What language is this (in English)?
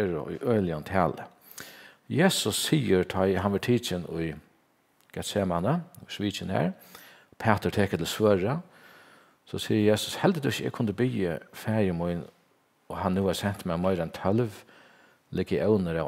Faroese